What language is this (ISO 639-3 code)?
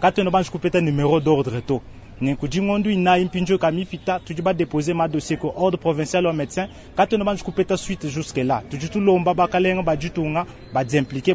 lua